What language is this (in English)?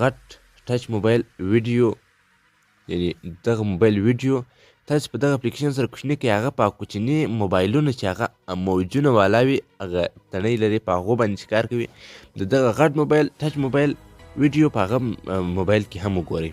Pashto